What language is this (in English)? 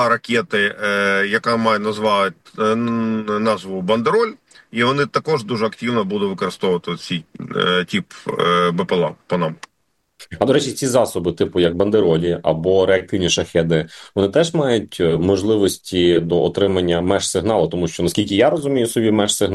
Ukrainian